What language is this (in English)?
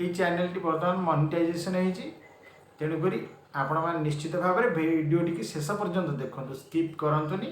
Odia